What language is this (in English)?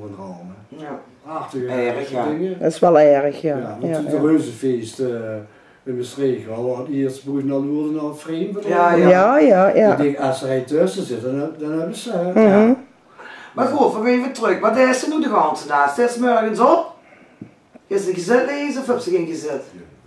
Limburgish